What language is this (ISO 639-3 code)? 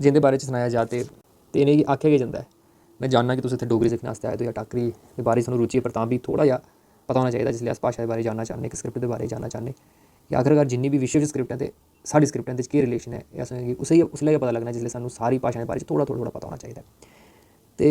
doi